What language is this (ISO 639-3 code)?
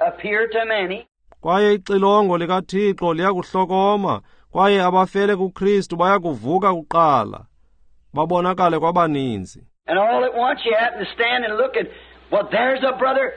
xho